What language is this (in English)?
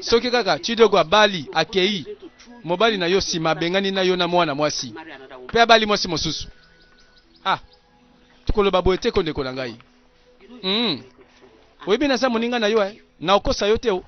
Lingala